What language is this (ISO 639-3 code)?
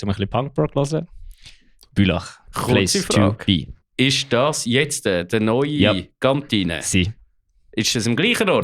gsw